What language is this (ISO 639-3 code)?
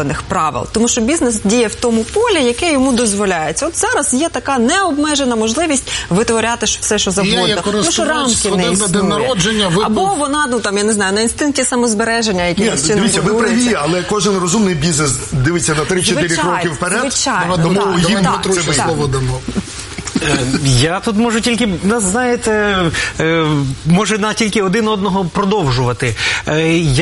ukr